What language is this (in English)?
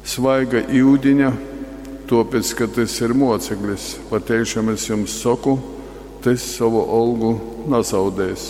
Latgalian